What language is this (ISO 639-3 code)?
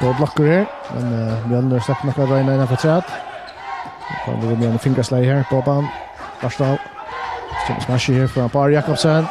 fao